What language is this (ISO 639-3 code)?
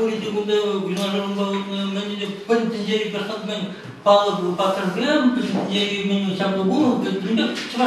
chv